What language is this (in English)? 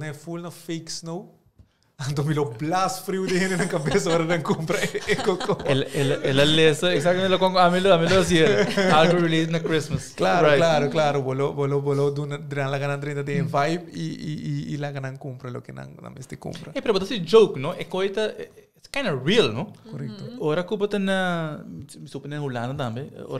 Papiamento